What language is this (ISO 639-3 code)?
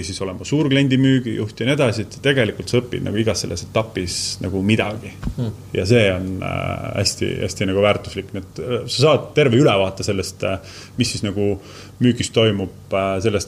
est